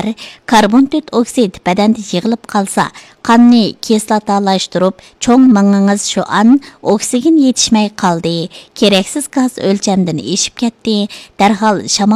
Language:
Uyghur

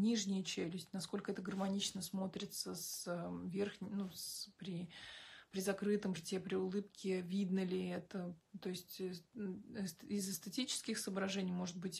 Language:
Russian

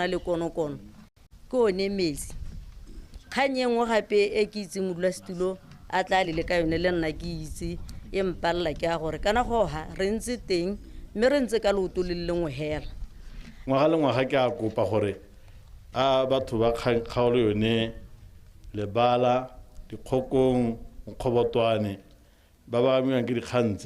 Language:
Tswana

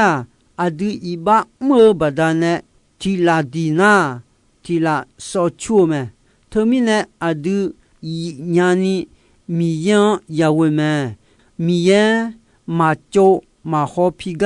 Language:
Akha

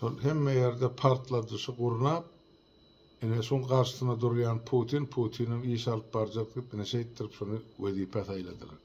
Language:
Turkmen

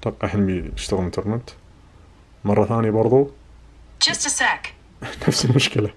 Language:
Najdi Arabic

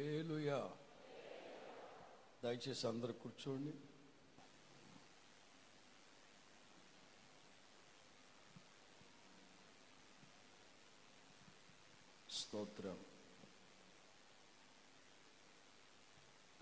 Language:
Telugu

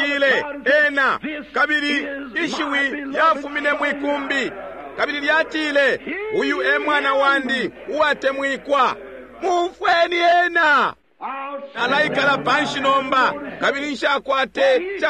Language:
Bemba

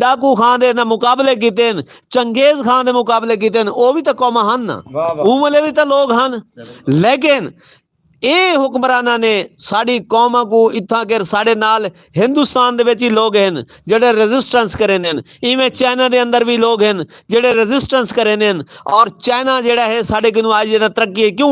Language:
Western Panjabi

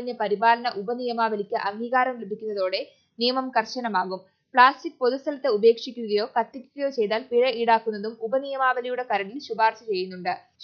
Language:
Malayalam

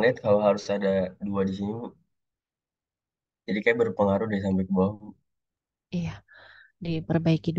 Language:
Indonesian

